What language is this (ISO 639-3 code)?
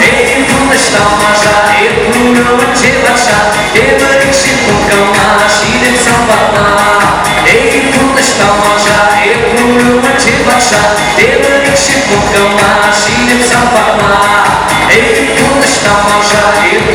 chv